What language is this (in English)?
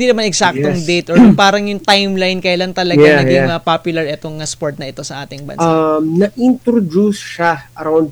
Filipino